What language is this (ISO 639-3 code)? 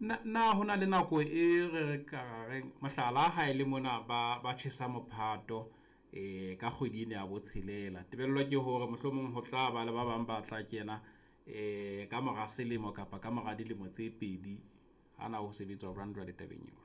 sot